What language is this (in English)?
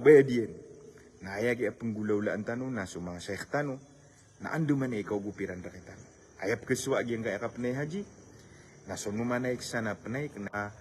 Maranao